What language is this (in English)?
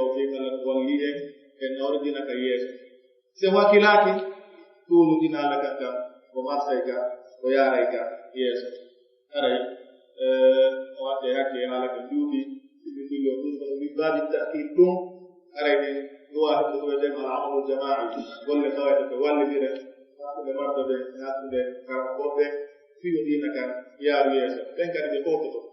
Fula